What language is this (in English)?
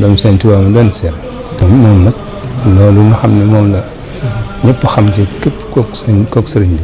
Wolof